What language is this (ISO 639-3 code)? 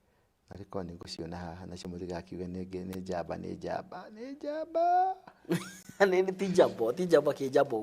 kik